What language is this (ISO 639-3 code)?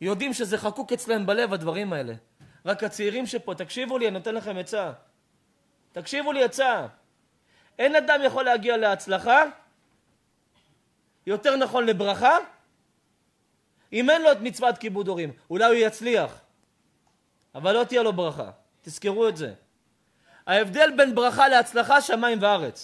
heb